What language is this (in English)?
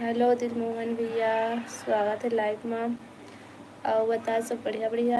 Chhattisgarhi